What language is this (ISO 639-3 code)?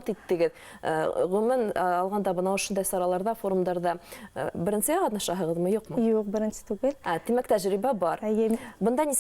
bak